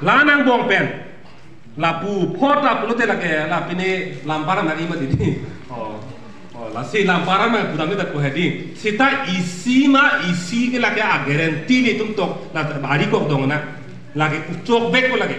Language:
Karbi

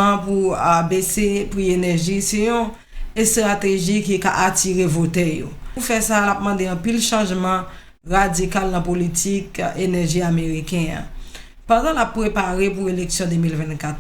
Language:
Haitian Creole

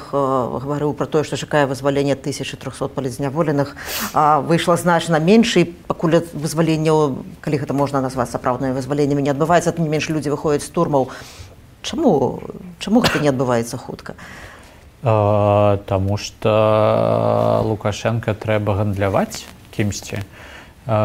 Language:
Belarusian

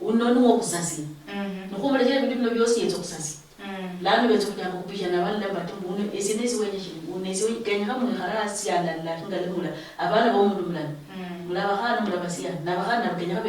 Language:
Luyia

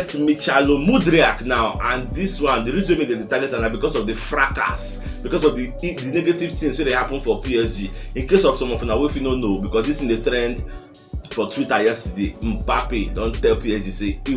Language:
Nigerian Pidgin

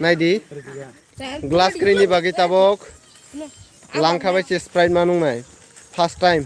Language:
Kok Borok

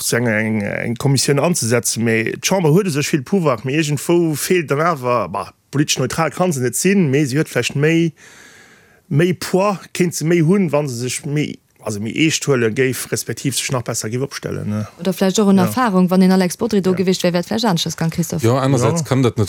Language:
Luxembourgish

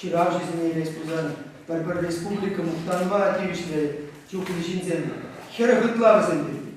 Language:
Chuvash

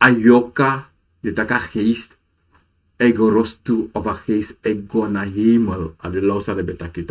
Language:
Sranan Tongo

